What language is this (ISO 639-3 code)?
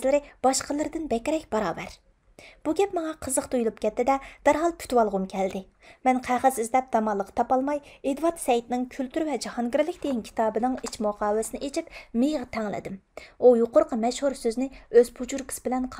uig